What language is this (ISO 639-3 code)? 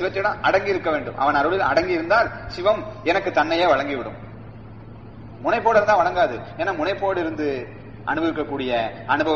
tam